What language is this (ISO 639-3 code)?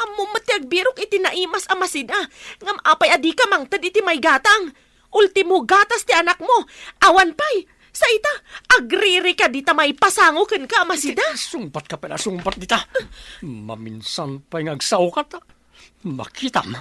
ilo